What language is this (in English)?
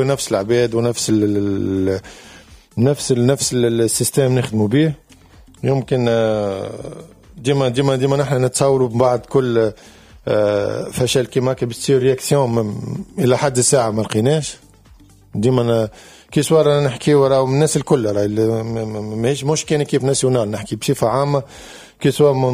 Tunisian Arabic